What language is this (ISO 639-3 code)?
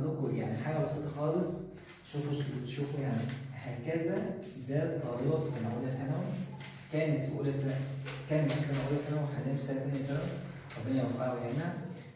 arz